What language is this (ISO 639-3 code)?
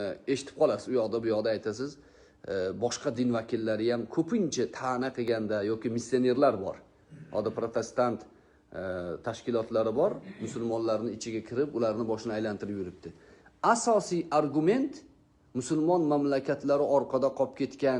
uzb